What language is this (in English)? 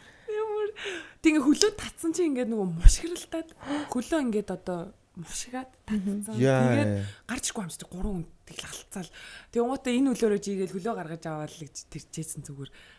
Mongolian